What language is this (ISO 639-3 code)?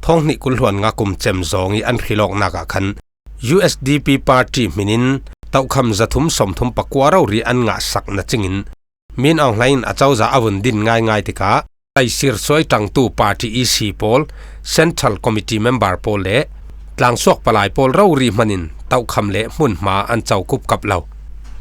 cfm